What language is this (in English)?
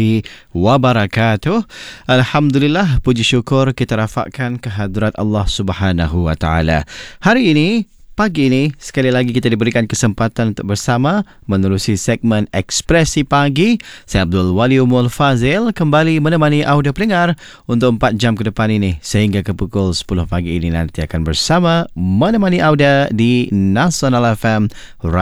Malay